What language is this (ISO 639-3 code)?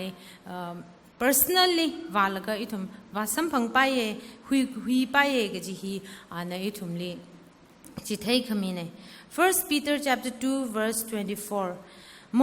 nmf